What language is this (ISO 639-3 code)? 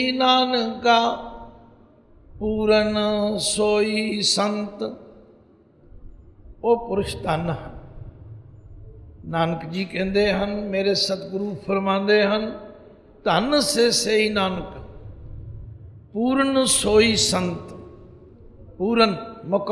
pan